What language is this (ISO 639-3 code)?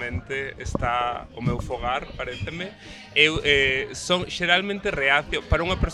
glg